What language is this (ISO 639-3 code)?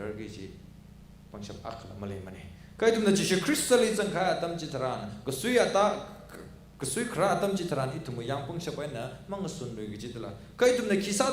nmf